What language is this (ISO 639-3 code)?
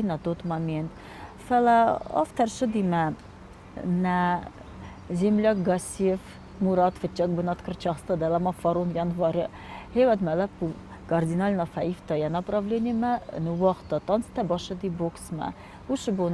oss